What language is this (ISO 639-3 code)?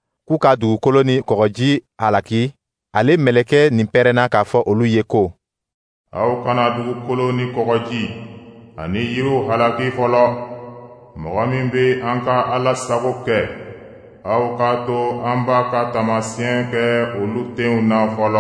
dyu